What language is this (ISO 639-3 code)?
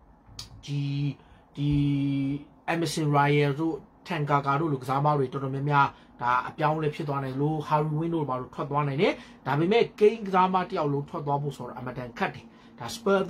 mya